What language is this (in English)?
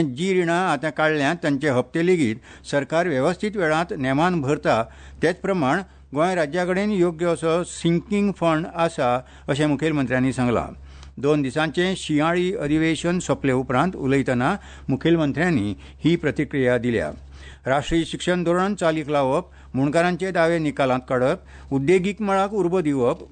Konkani